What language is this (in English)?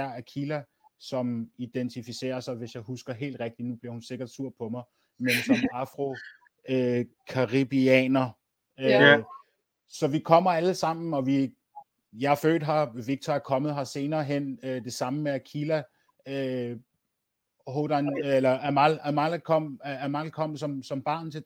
Danish